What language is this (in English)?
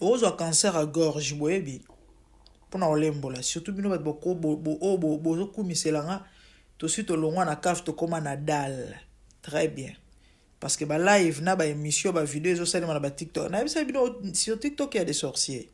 Lingala